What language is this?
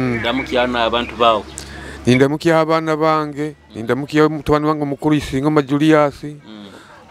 Nyoro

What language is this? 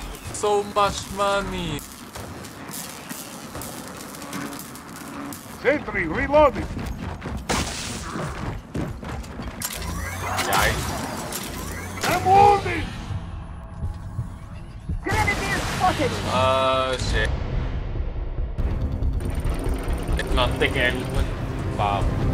English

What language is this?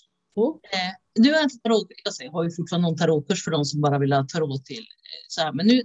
Swedish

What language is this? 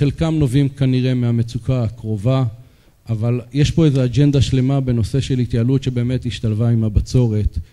Hebrew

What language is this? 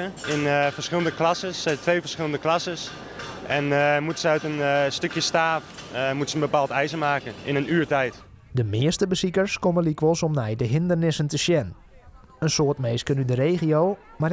Western Frisian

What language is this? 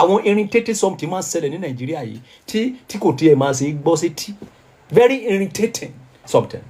Yoruba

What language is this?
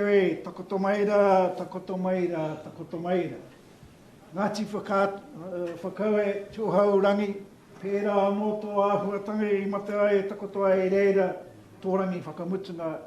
Māori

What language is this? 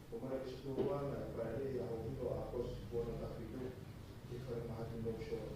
Tongan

